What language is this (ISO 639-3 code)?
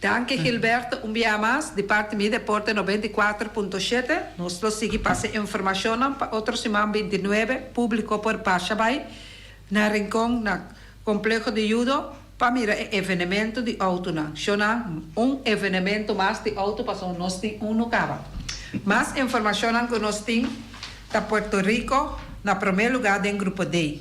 pap